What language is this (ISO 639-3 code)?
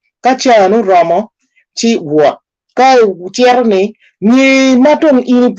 ach